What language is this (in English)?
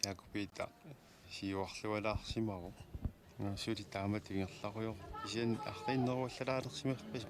Kalaallisut